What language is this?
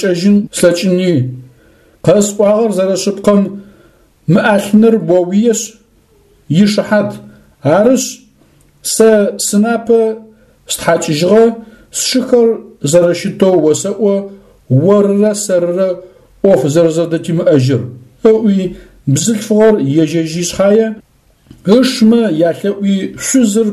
Adyghe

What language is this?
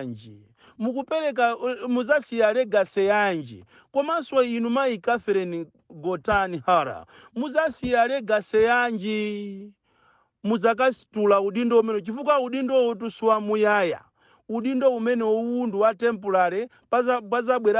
Nyanja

